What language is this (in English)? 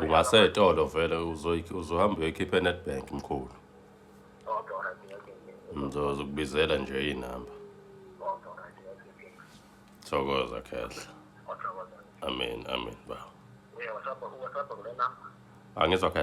Zulu